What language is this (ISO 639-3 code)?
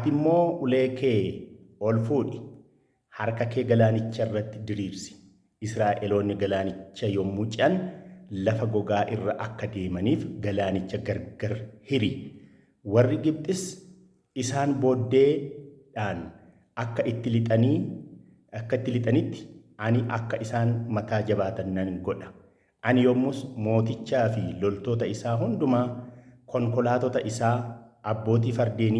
orm